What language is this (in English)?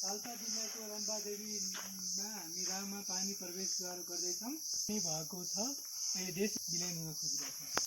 Nepali